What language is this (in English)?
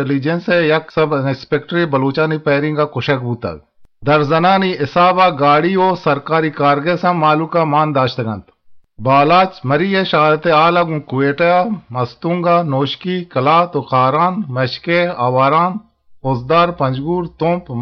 Eastern Balochi